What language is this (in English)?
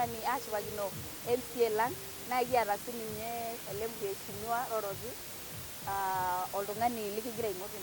Masai